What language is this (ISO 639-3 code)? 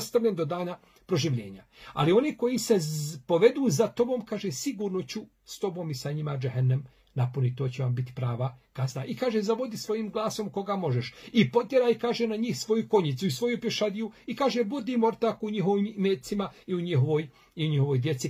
bos